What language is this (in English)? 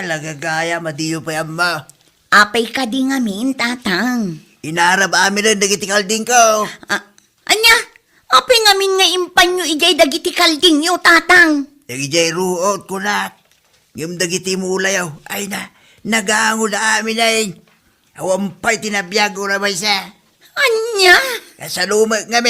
Iloko